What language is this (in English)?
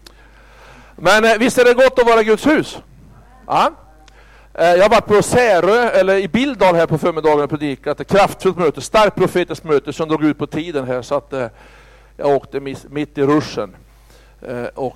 Swedish